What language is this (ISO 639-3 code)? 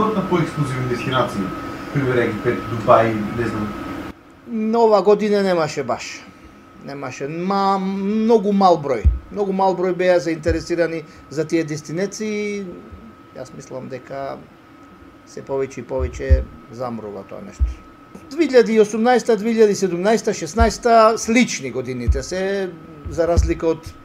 mkd